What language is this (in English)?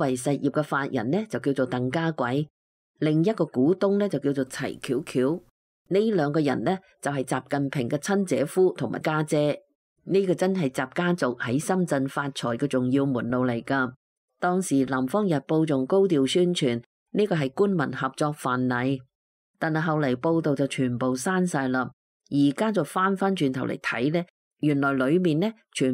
Cantonese